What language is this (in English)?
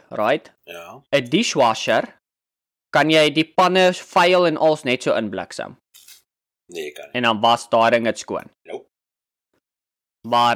Afrikaans